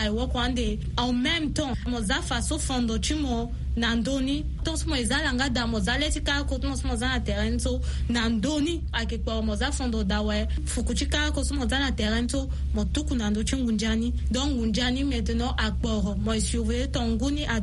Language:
Sango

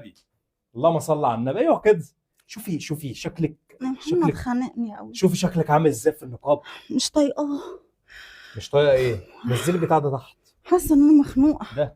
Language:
Egyptian Arabic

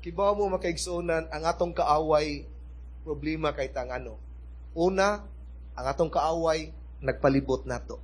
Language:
Cebuano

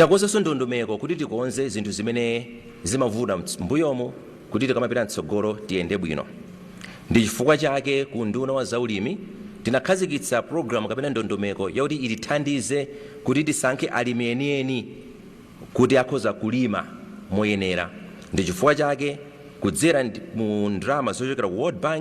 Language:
Nyanja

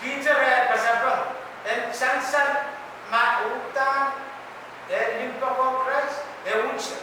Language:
Pohnpeian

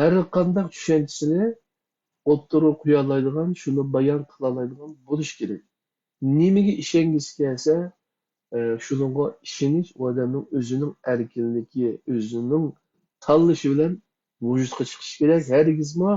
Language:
Uyghur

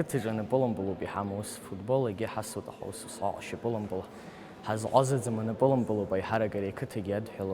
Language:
Abkhazian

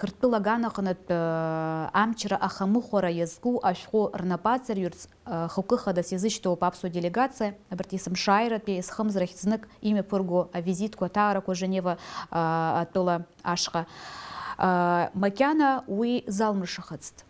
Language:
Abkhazian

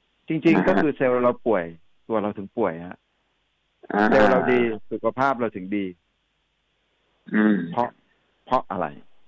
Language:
Thai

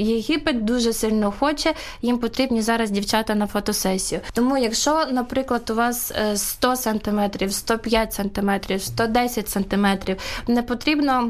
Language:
Ukrainian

